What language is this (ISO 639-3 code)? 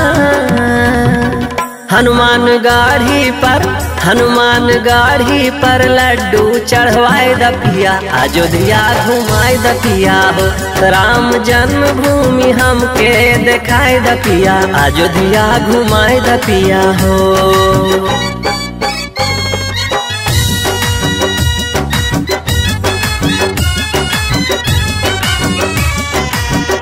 bho